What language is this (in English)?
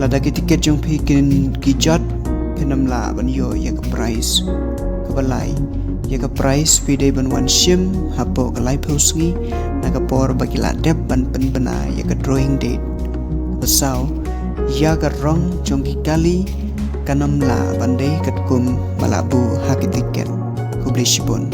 Khasi